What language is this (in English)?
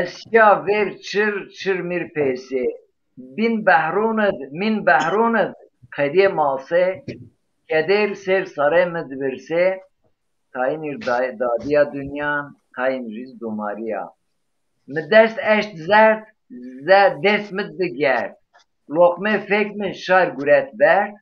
Zaza